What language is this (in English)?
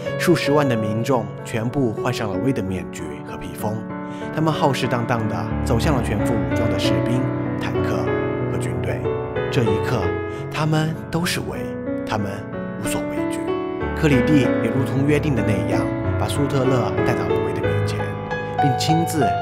Chinese